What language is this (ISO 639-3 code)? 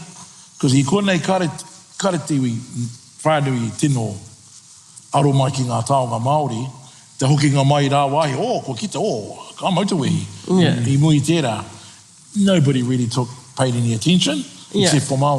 mri